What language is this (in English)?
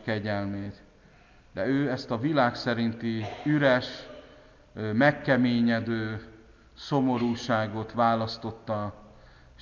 Hungarian